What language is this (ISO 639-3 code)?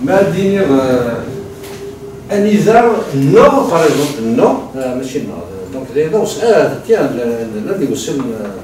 kab